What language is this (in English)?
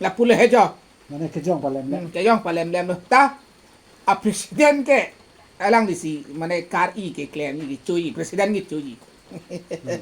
Karbi